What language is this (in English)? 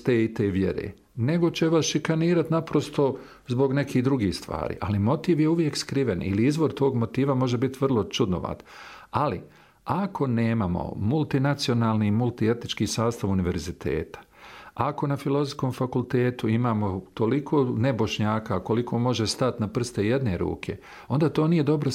Bosnian